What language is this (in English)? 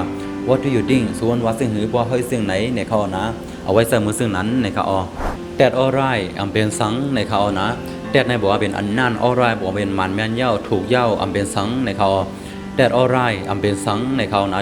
Shan